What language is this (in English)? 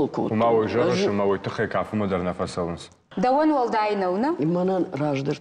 Ossetic